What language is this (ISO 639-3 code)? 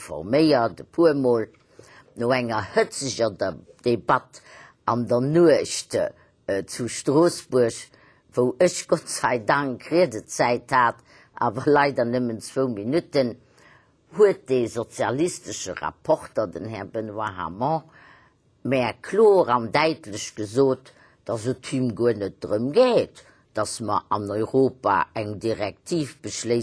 ltz